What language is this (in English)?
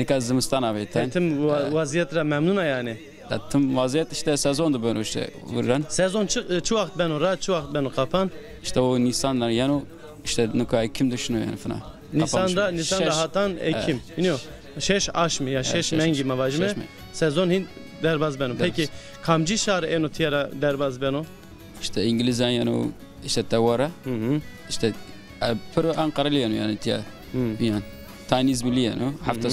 Zaza